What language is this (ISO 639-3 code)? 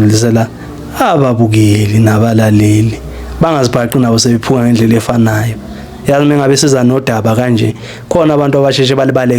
zul